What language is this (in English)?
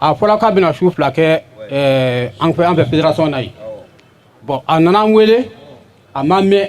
Bambara